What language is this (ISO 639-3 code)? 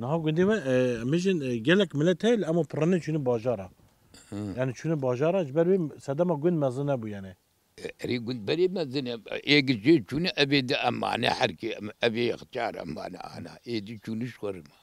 kur